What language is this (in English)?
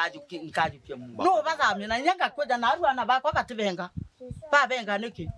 Meru